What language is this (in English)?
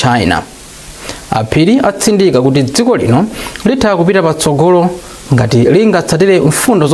Nyanja